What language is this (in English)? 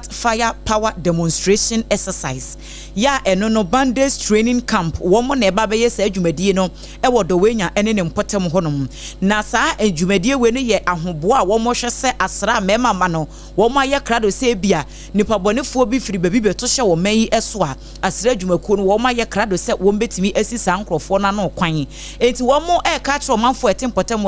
Akan